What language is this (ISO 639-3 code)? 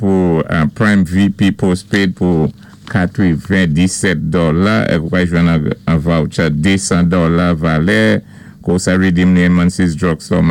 acf